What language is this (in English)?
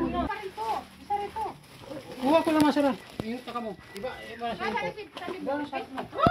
Bikol